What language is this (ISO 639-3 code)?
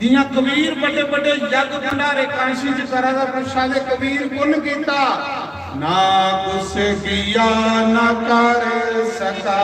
doi